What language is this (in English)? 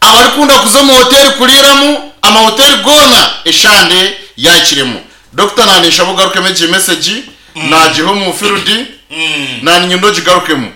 Nyankole